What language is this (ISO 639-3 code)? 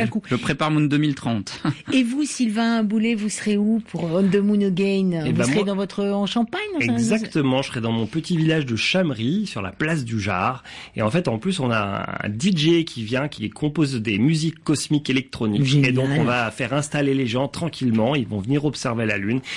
fra